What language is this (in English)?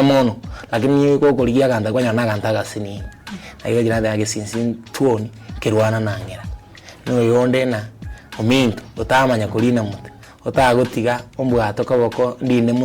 Gusii